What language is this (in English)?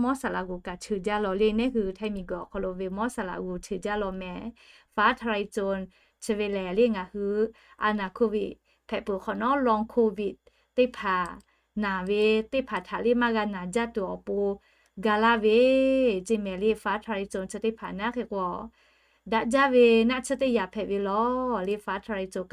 Lahu